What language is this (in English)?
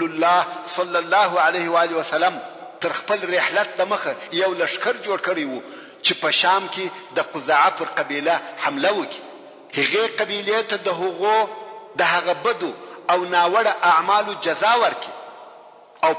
Pashto